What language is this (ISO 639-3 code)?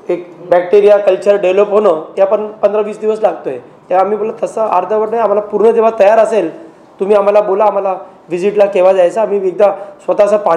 mar